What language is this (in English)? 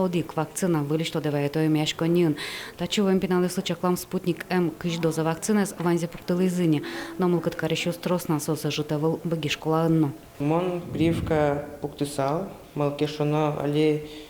Udmurt